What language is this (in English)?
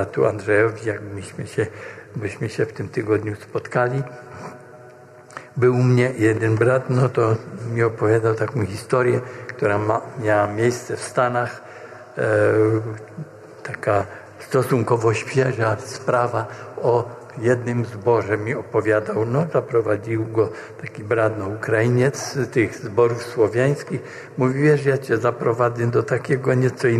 Polish